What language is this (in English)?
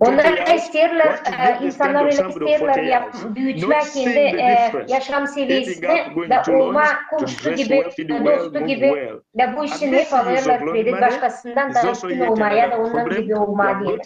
Gagauz